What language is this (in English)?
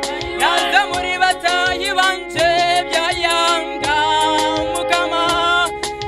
Nyankole